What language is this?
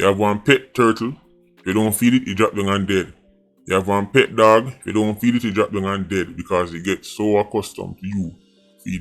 Jamaican Creole English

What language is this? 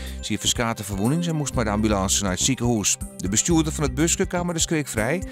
Western Frisian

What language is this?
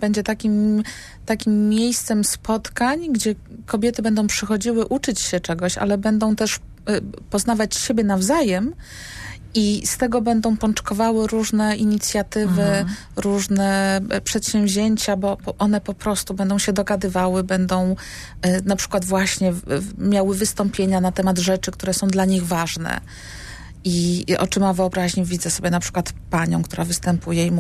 Polish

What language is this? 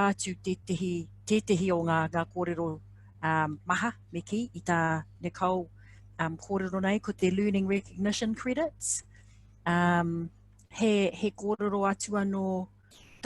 Māori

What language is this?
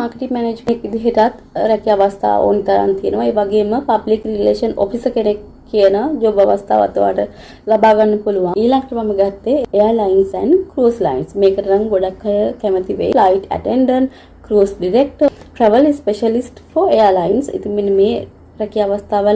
Sinhala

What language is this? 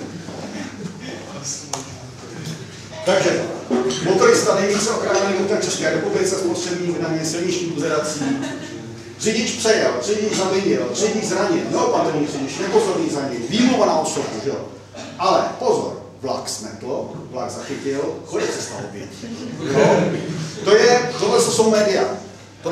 Czech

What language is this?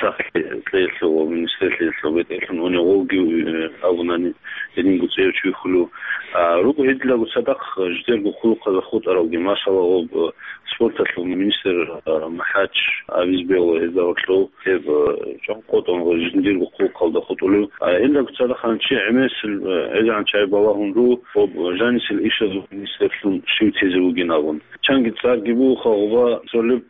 Avaric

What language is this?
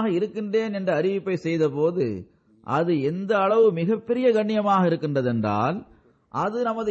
Tamil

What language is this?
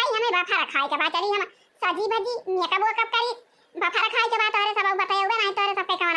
Awadhi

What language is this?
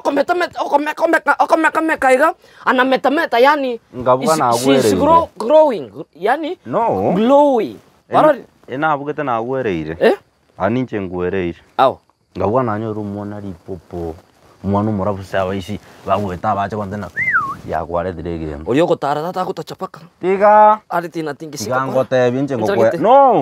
Gusii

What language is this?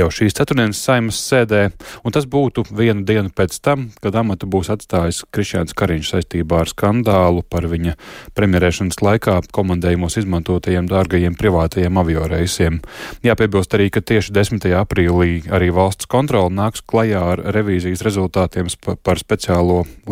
Latvian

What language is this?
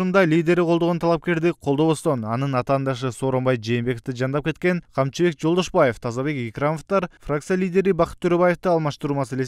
Kyrgyz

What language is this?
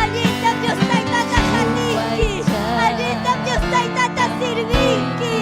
Ayacucho Quechua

